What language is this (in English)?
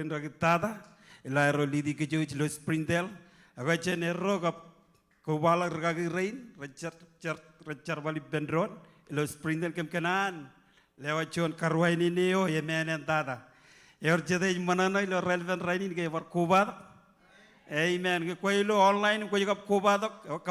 Marshallese